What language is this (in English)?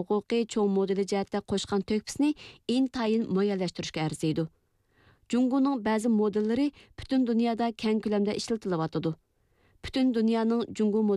Uyghur